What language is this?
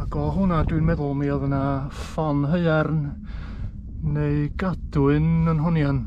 Welsh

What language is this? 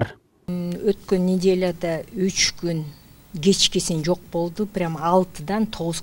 Kyrgyz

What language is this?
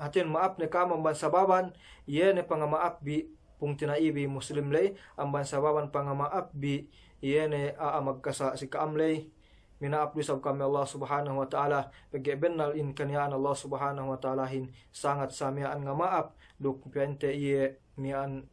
Yakan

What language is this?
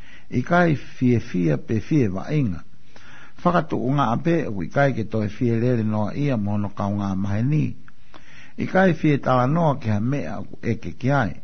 Tongan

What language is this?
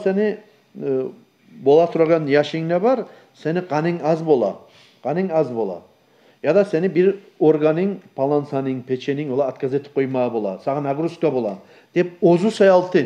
Kumyk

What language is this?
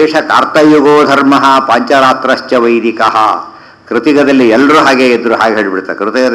Kannada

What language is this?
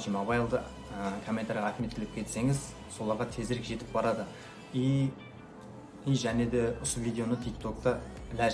Kara-Kalpak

